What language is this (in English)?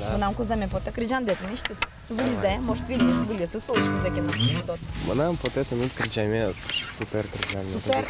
Udmurt